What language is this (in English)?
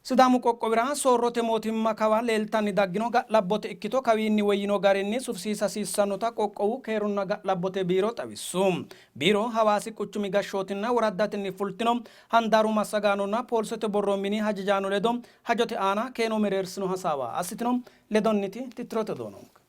Sidamo